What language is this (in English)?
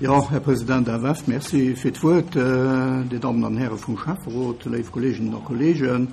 Luxembourgish